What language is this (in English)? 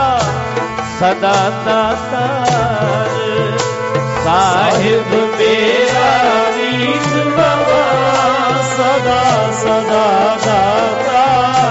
Punjabi